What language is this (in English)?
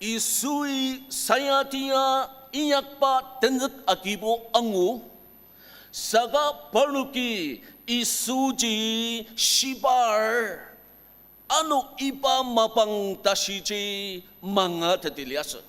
Ao Naga